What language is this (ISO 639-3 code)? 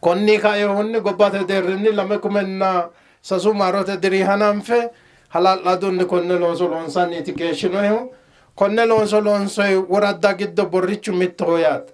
sid